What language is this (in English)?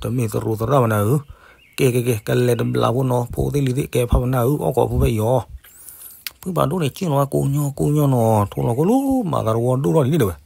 S'gaw Karen